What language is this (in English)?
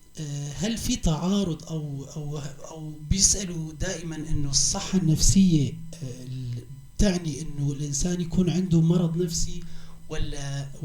North Levantine Arabic